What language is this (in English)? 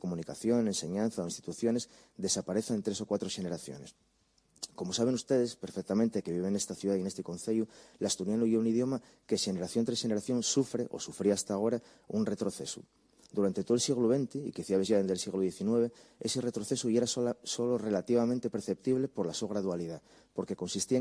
Asturian